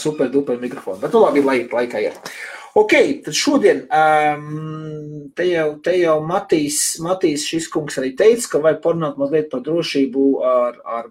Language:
Latvian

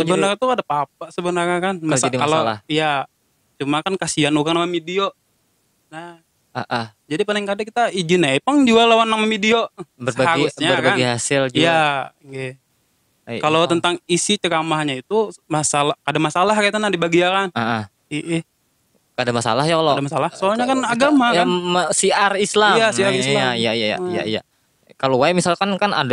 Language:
Banjar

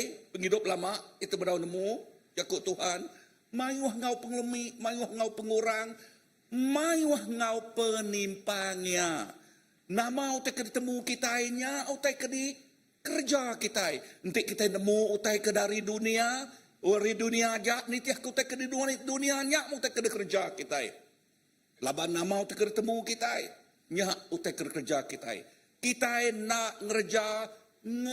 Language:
Iban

